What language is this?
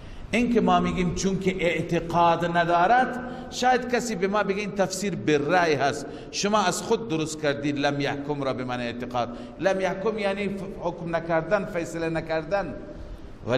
Persian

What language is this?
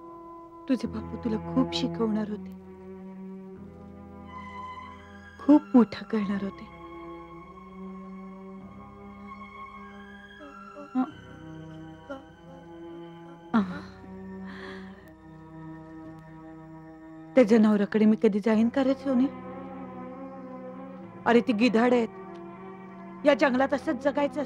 Marathi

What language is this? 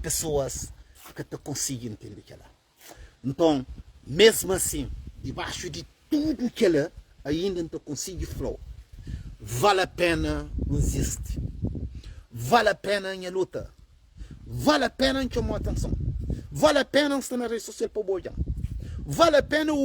Kabuverdianu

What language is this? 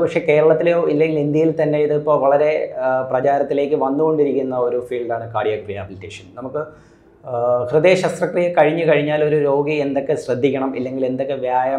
Malayalam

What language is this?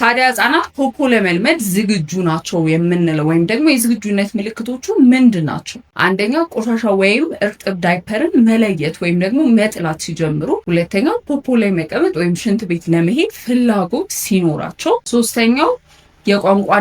Amharic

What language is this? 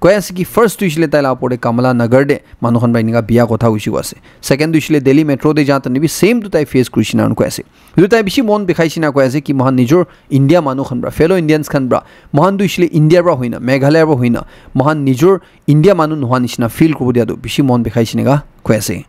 Naga Pidgin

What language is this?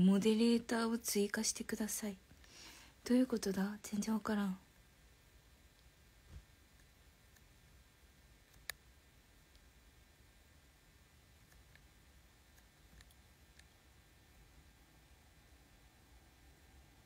Japanese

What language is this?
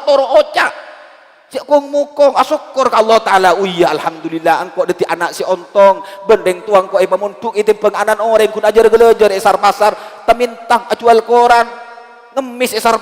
Madurese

